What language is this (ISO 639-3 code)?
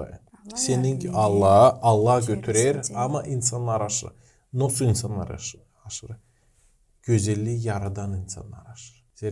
gag